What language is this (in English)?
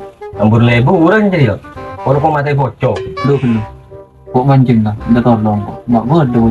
Madurese